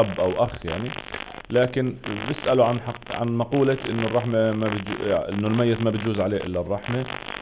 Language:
North Levantine Arabic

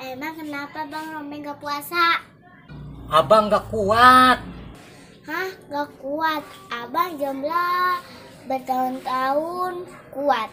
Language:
Betawi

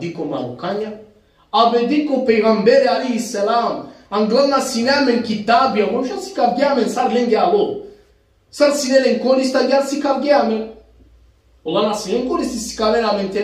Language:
Balkan Romani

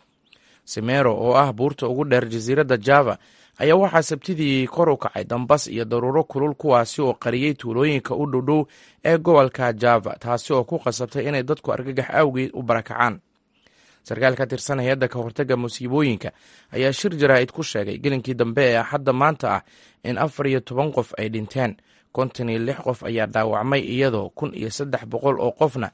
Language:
Somali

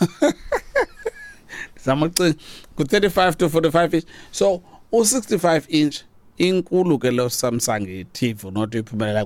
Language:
Xhosa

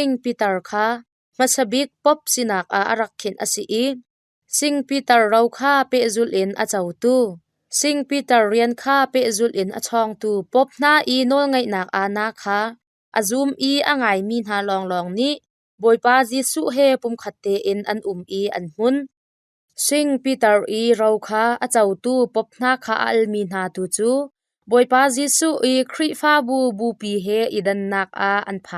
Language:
Hakha Chin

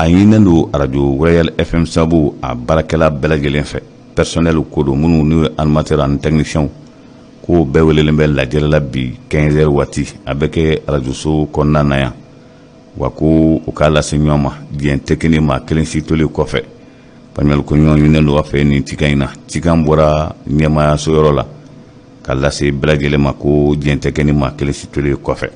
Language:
Bambara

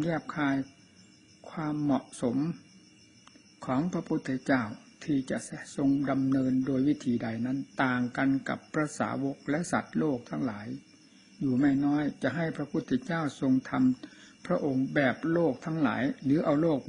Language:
Thai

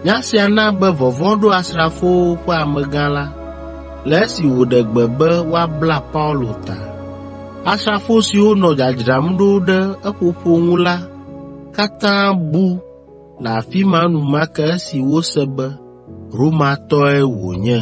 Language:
Ewe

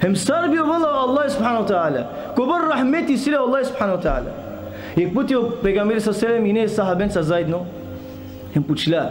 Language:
Balkan Romani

